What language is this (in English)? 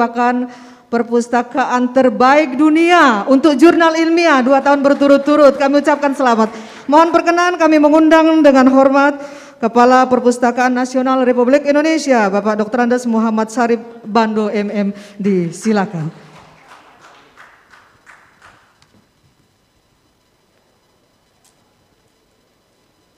Indonesian